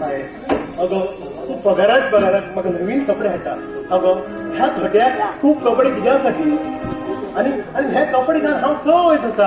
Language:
Konkani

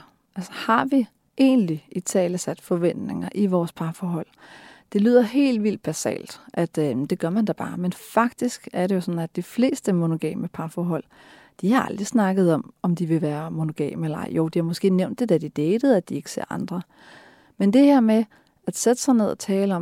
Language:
Danish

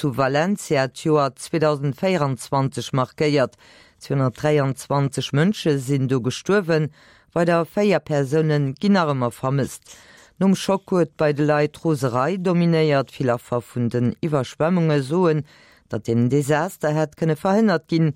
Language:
Luxembourgish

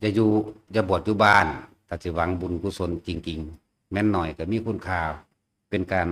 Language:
Northeastern Thai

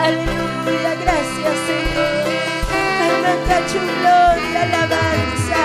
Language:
Ayacucho Quechua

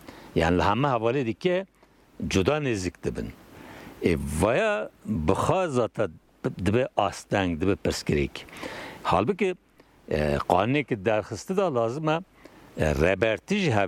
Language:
Kurdish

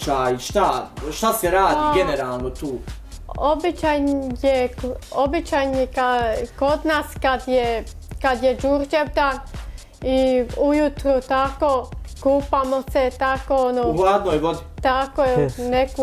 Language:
Bosnian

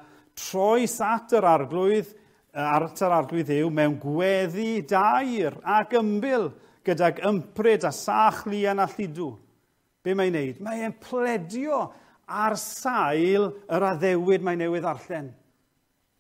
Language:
Welsh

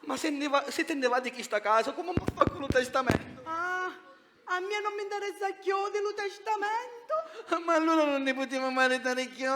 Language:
Sicilian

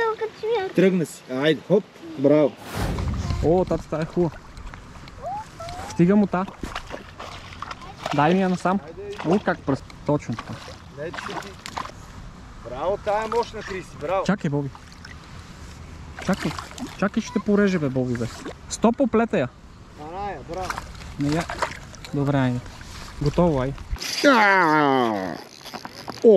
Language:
Bulgarian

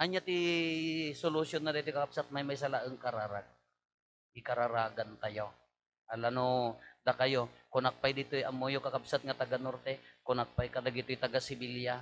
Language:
Iloko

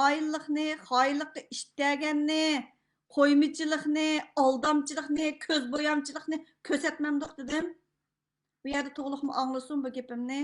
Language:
Uyghur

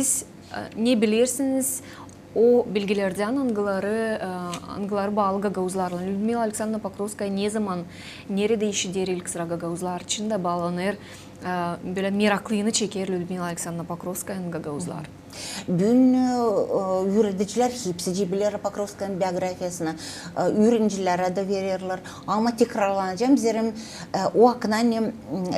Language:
Gagauz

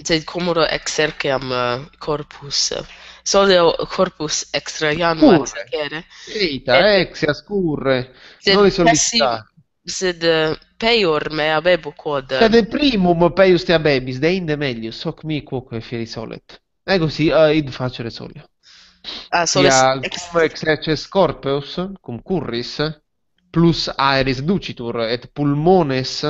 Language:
Latin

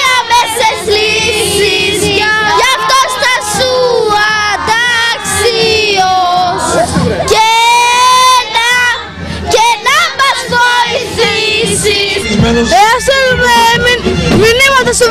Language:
Greek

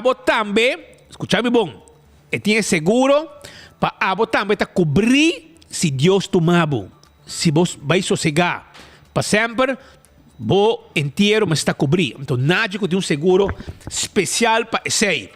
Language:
Papiamento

